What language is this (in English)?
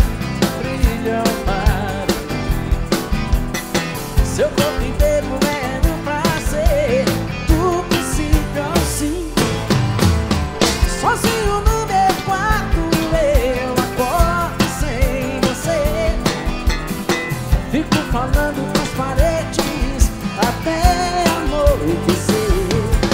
Portuguese